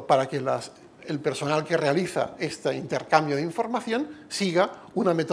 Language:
Spanish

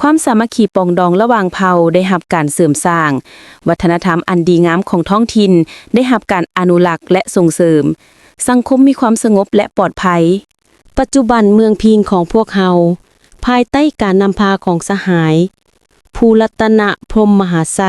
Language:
Lao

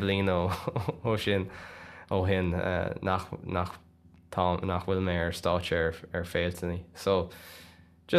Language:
Irish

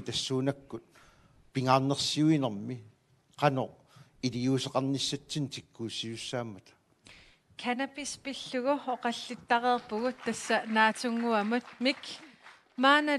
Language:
Kalaallisut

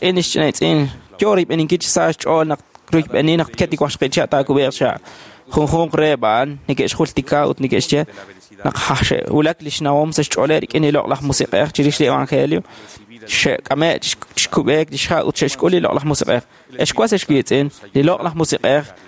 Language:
Kekchí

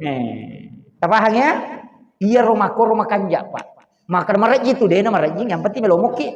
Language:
Buginese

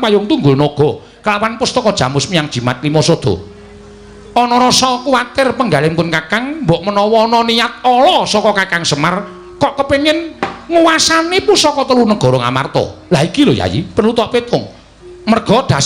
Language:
Javanese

